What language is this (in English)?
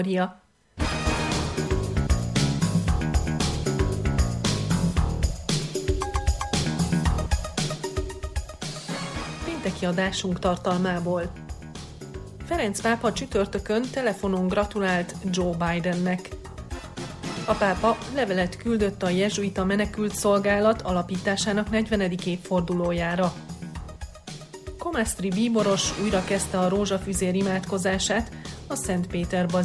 Hungarian